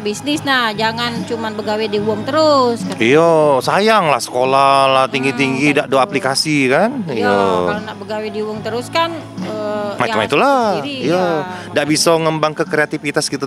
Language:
Musi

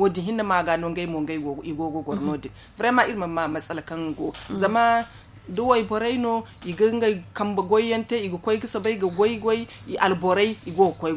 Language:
Zarma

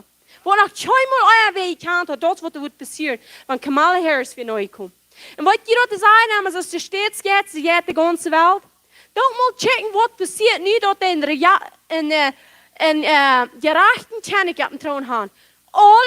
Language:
Plautdietsch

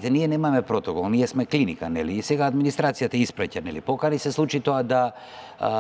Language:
Macedonian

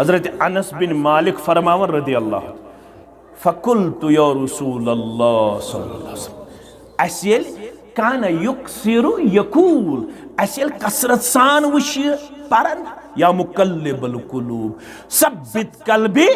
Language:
Kashmiri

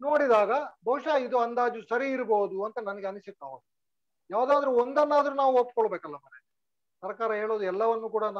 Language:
Kannada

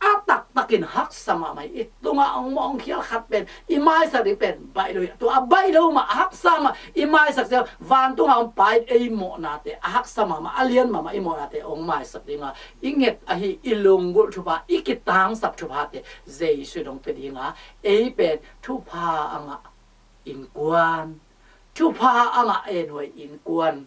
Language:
Tedim Chin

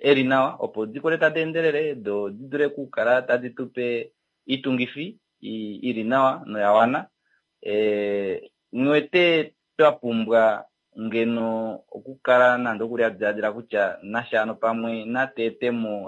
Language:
Kuanyama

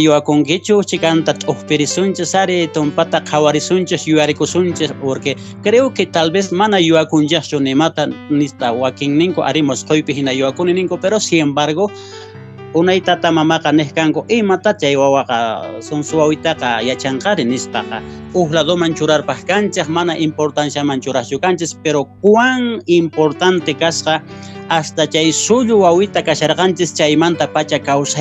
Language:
Quechua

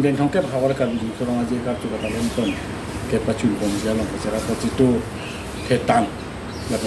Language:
Karbi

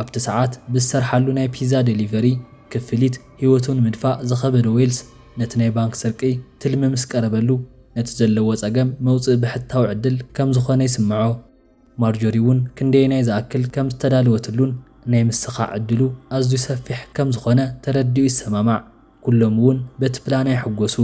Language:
Tigrinya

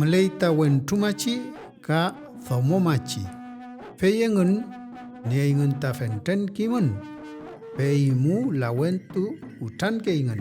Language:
Mapuche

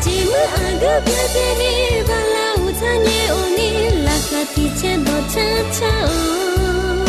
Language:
Akha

